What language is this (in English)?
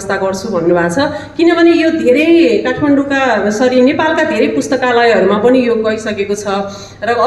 Nepali